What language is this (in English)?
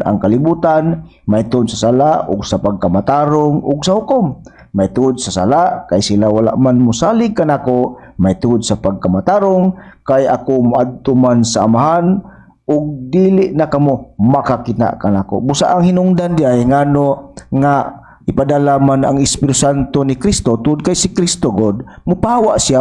Cebuano